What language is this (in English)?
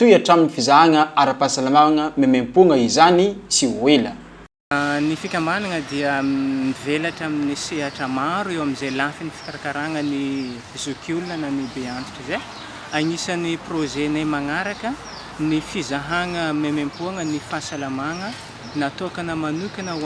Malagasy